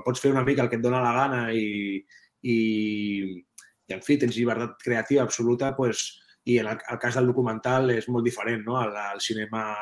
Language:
Catalan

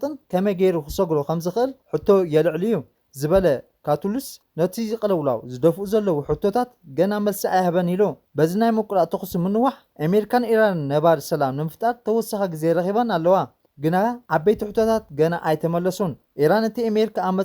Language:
Tigrinya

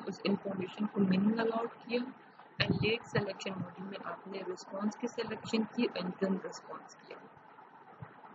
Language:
Urdu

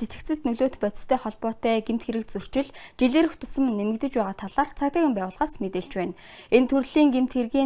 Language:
Mongolian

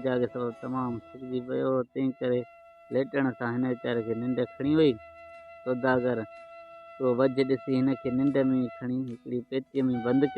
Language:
Sindhi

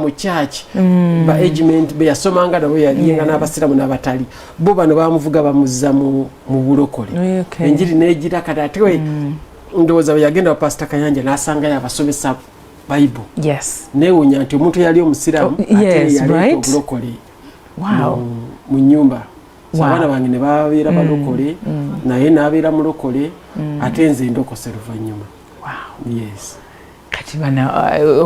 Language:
Ganda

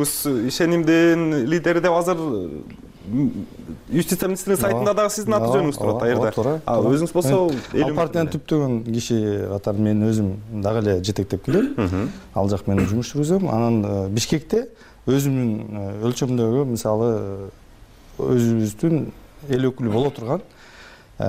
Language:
Kyrgyz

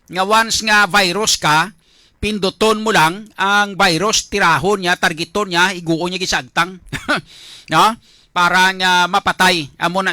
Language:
Hiligaynon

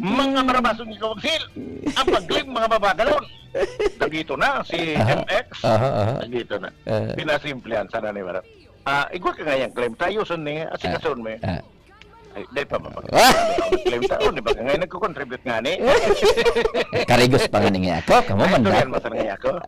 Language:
Bikol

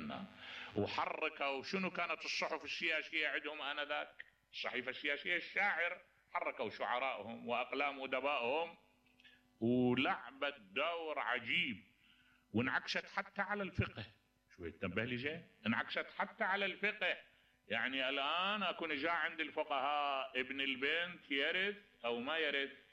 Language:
Mesopotamian Arabic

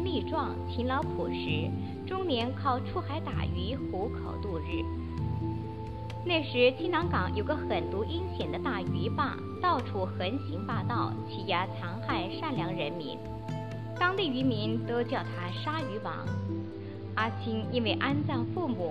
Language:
Chinese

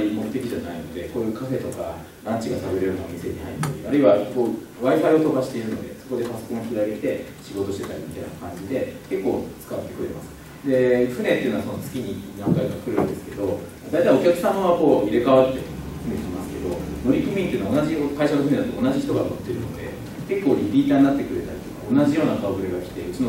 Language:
Japanese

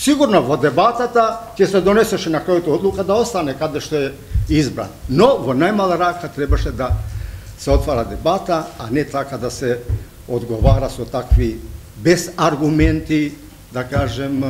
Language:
Macedonian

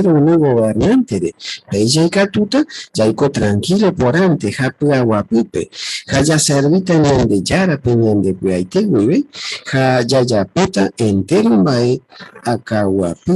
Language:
Guarani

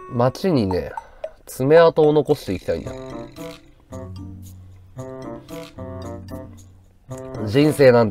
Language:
Japanese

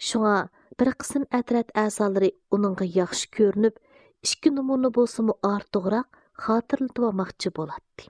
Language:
Uyghur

